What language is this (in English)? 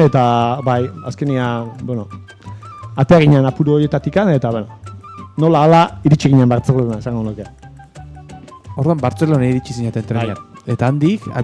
Basque